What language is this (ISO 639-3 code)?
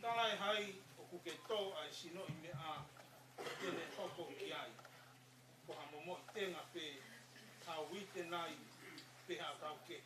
ton